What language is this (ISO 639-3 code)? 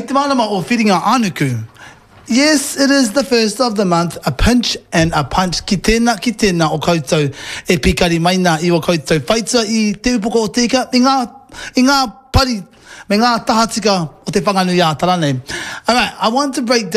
mri